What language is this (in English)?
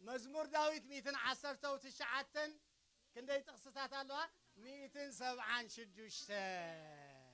Tigrinya